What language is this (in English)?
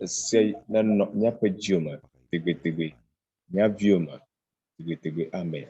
Ewe